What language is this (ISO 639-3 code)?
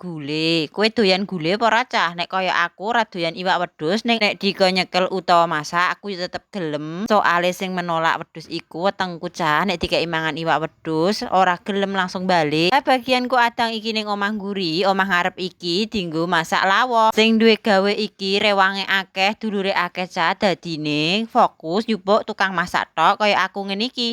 jav